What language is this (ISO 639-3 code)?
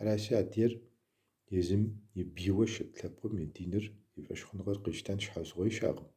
kbd